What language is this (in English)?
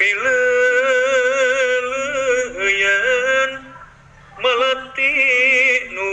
Sundanese